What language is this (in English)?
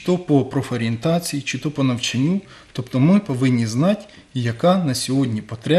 Ukrainian